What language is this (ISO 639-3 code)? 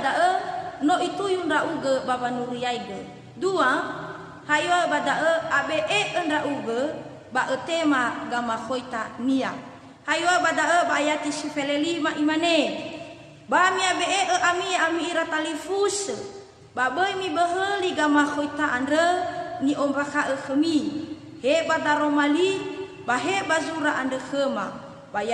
nia